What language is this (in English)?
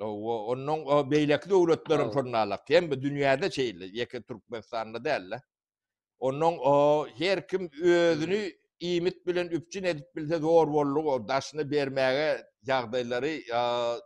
Turkmen